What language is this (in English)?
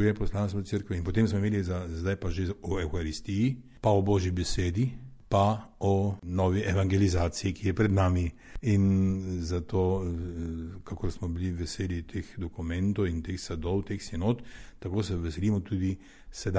Slovenian